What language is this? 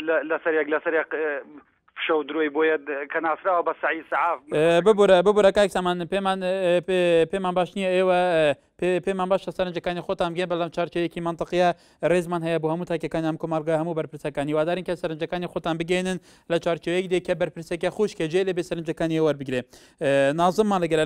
Central Kurdish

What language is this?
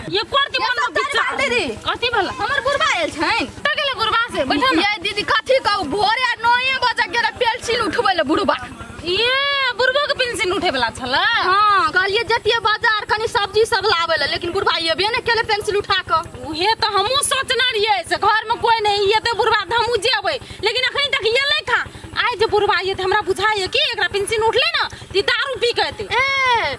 Maithili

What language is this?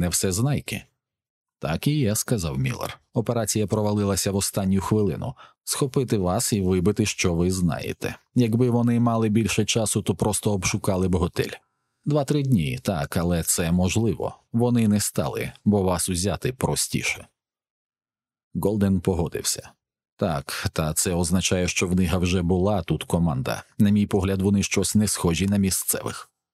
Ukrainian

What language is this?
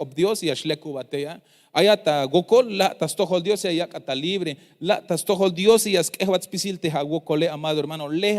Tzeltal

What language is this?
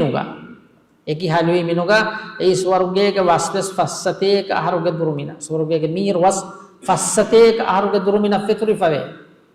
Divehi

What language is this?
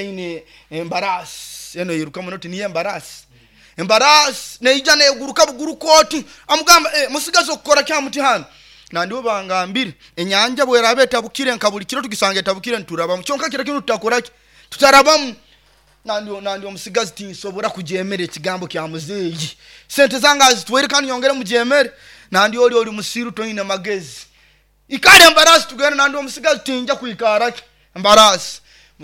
Nyoro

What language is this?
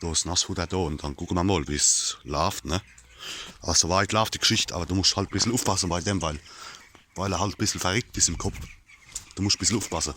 Palatine German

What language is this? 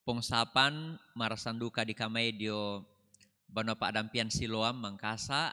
Toraja-Sa'dan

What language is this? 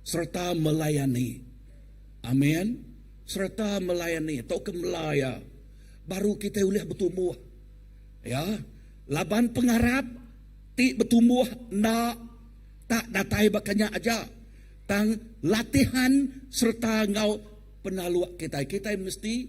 Iban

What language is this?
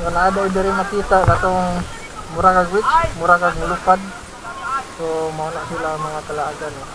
Cebuano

